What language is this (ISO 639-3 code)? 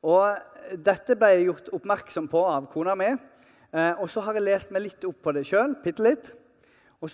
nor